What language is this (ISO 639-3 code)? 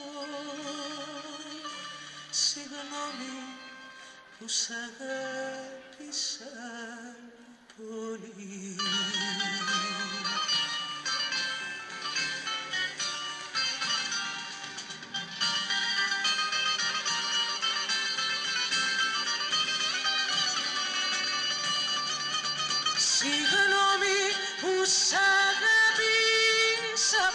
ell